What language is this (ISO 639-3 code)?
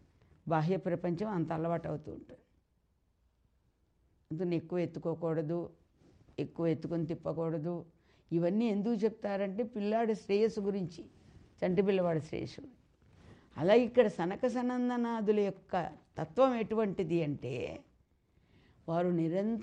tel